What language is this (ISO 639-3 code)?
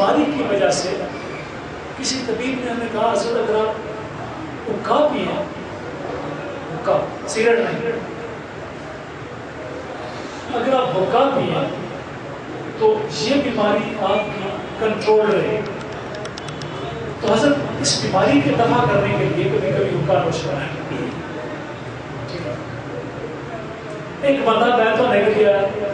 urd